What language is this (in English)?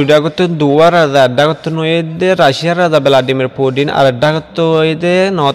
Rohingya